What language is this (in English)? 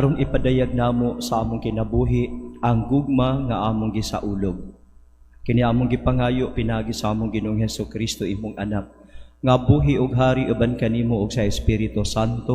Cebuano